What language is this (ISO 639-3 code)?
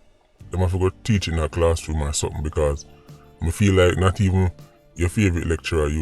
jam